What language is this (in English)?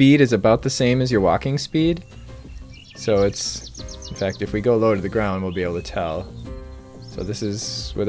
English